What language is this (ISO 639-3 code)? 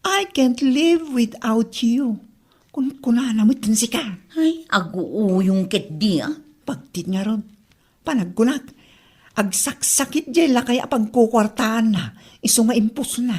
ilo